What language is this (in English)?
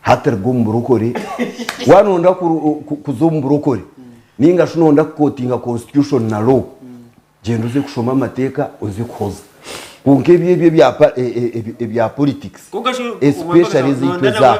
Nyankole